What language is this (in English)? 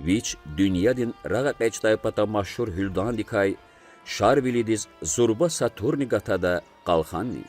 Lezghian